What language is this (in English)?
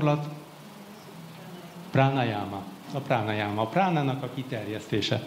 Hungarian